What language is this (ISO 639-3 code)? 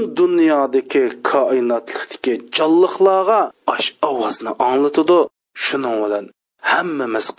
uig